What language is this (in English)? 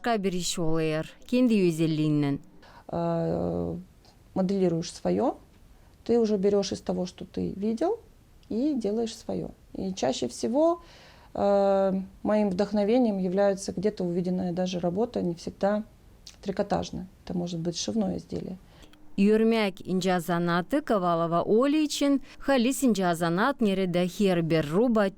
Gagauz